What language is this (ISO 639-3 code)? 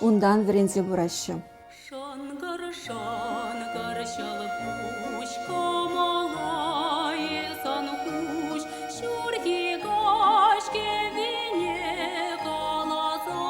chv